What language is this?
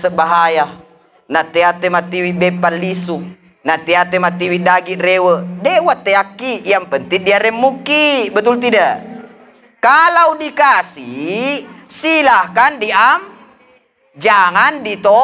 Buginese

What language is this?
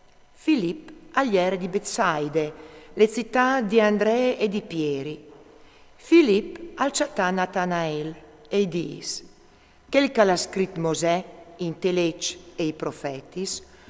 Friulian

